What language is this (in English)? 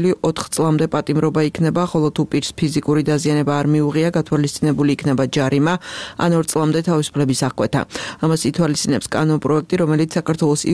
Georgian